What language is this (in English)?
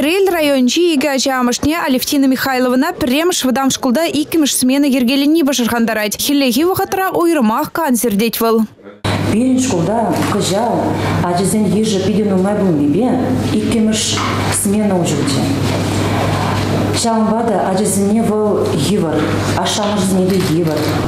Chuvash